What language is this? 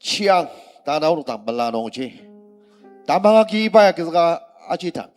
Ao Naga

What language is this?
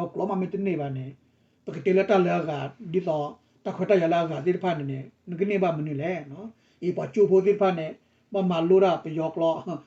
S'gaw Karen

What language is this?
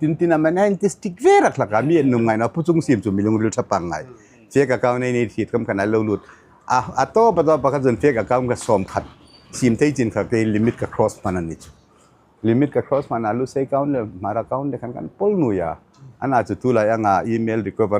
Hmar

